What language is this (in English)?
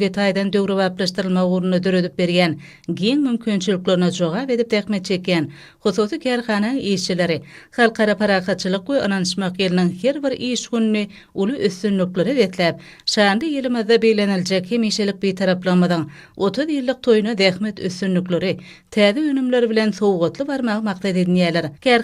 Turkmen